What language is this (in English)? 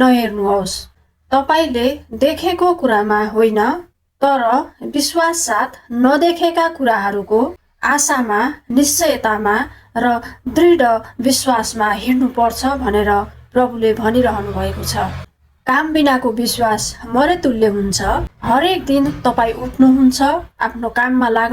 Nepali